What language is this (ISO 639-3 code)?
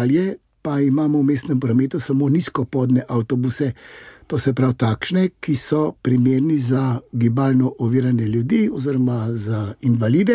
slv